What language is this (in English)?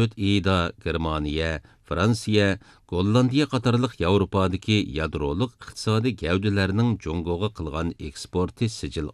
Uyghur